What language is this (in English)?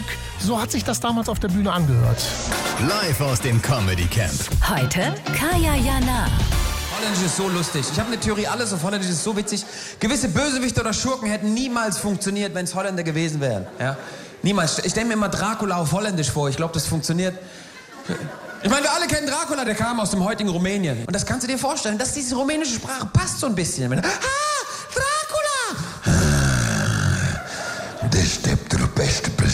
German